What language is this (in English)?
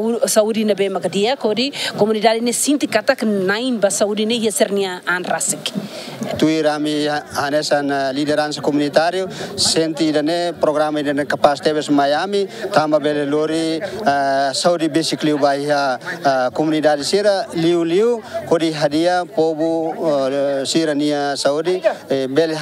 Tetum